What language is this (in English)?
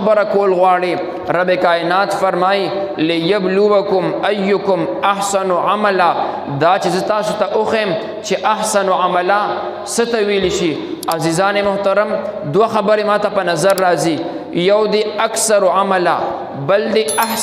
Pashto